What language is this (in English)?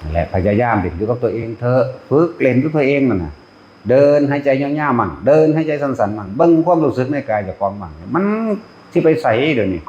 Lao